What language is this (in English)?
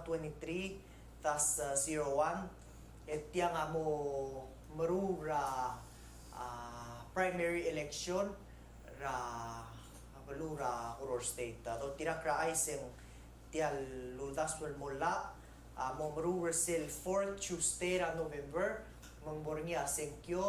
Palauan